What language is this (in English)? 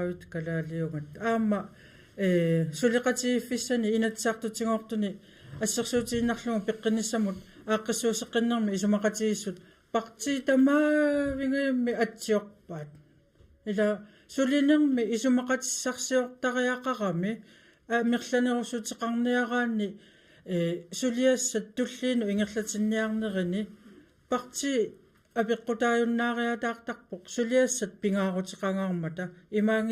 Kalaallisut